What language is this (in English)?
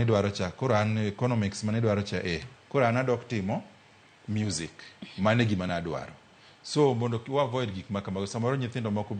Luo (Kenya and Tanzania)